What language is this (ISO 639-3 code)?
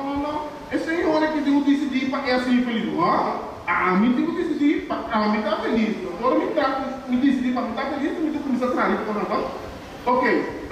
pap